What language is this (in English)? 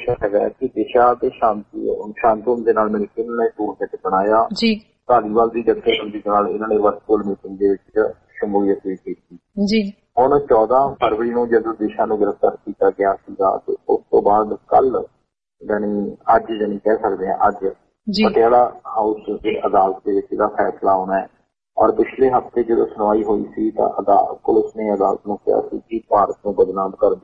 Punjabi